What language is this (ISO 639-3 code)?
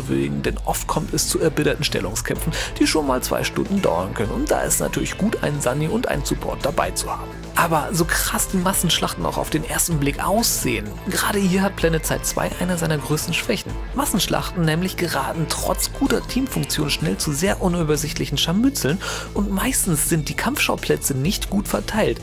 deu